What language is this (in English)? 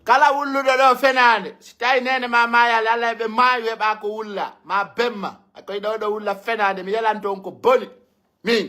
Pular